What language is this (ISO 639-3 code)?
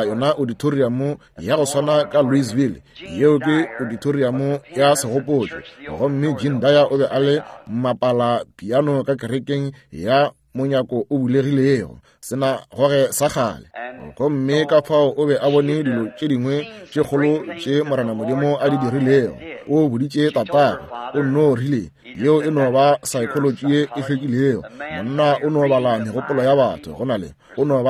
nso